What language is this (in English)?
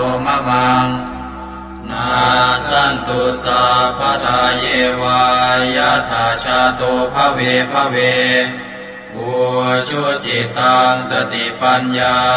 Pali